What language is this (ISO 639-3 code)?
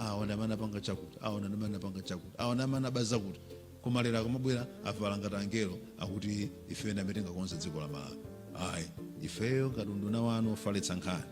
nya